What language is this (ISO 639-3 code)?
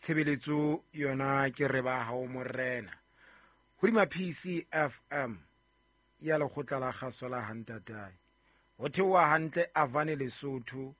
sot